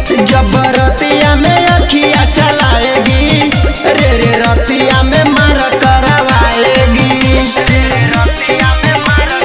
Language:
Bhojpuri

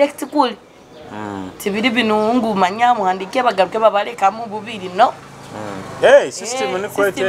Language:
Nyoro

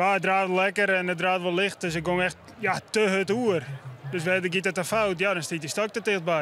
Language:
Western Frisian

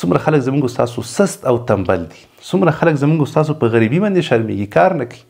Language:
Pashto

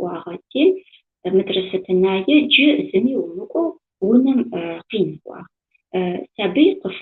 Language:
Adyghe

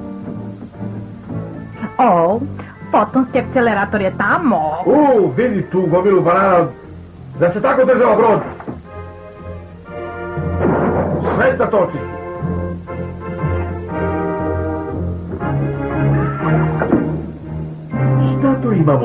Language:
Croatian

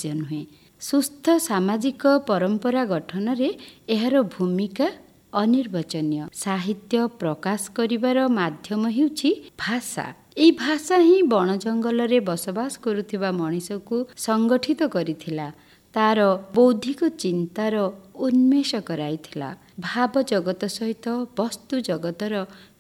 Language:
Odia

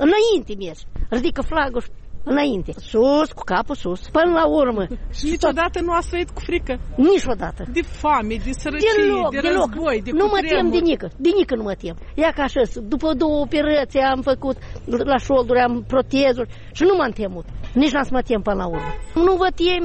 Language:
Romanian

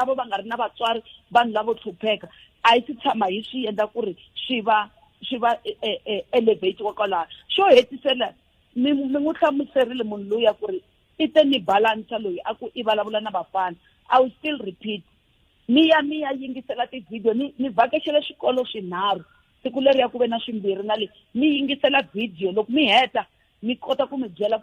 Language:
Tsonga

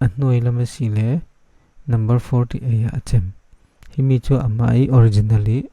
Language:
Falam Chin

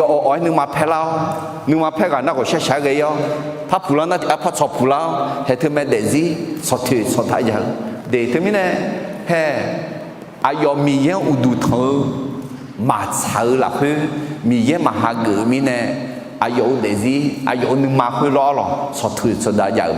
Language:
Akha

